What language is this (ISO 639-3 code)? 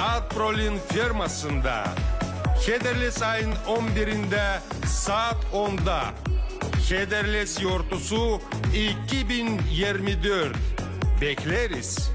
gag